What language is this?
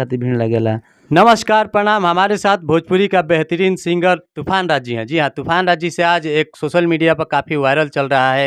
Bhojpuri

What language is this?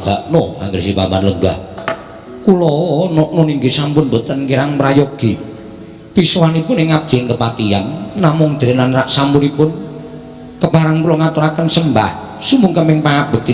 Javanese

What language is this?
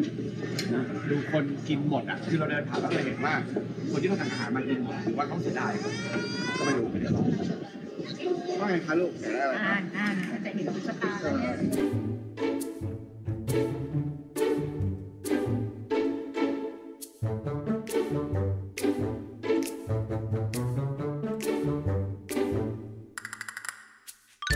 Thai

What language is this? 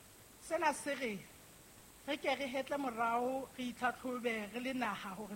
Southern Sotho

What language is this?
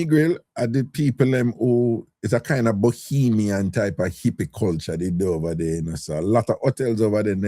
Jamaican Creole English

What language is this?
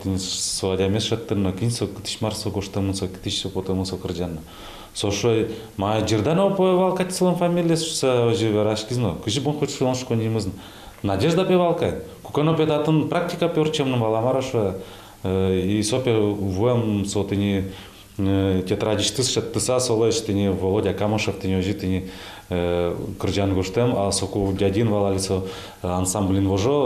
Udmurt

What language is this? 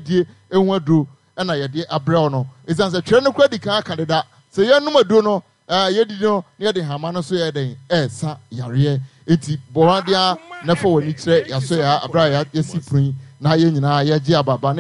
Akan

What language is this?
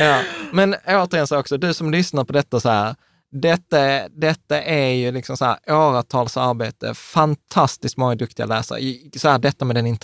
Swedish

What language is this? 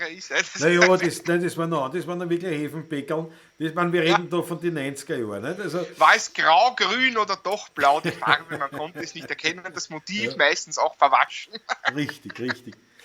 Bavarian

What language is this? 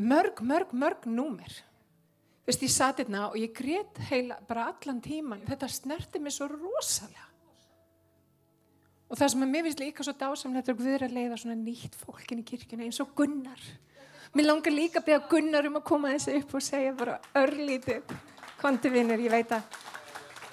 Icelandic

